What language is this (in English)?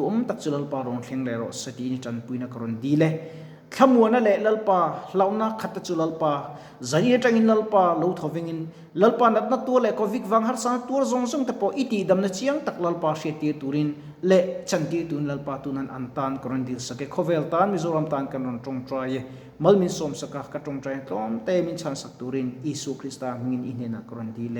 Mizo